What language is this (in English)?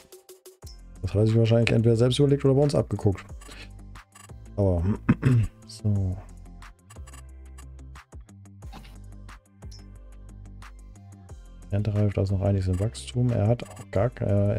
German